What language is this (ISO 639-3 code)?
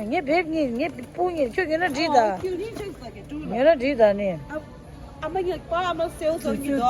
bod